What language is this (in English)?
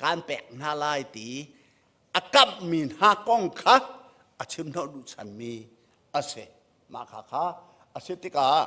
Hakha Chin